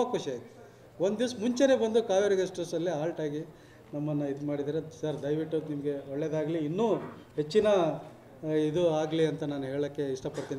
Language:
Kannada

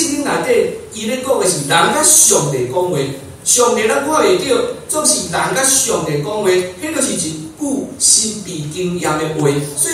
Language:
Min Nan Chinese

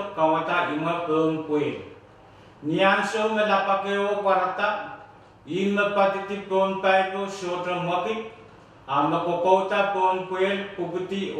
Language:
Pohnpeian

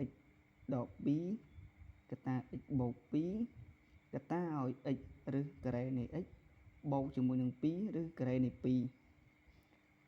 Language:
Khmer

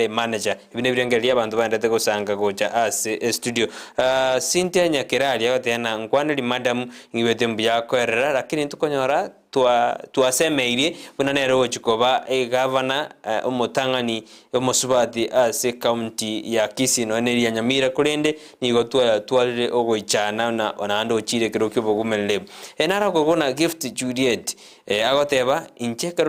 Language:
Gusii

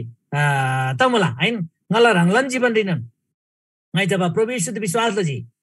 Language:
Eastern Tamang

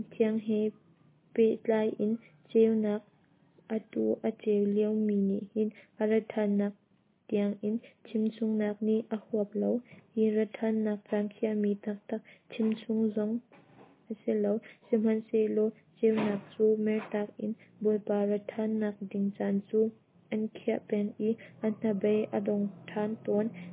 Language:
Hakha Chin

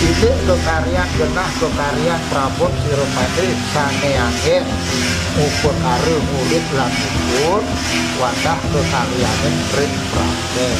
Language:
Balinese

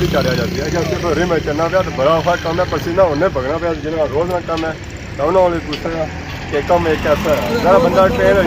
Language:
Pahari-Potwari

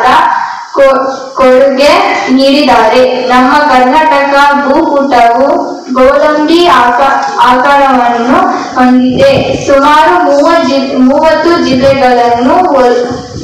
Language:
Kannada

